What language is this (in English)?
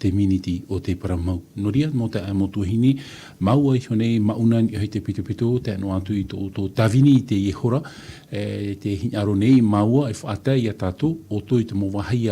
Tahitian